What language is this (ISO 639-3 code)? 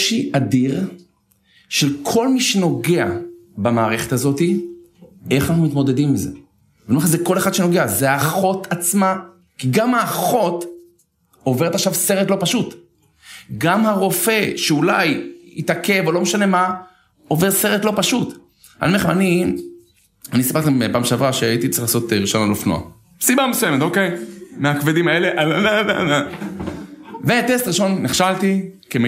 heb